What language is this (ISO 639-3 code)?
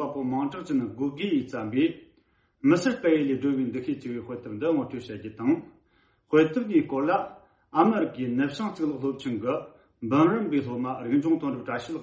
bod